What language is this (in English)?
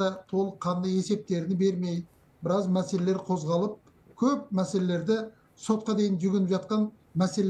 Kazakh